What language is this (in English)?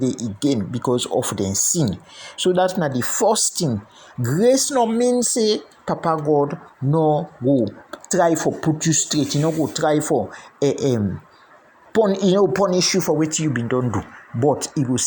Krio